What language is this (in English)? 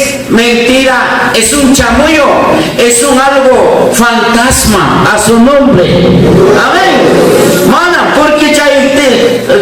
Ayacucho Quechua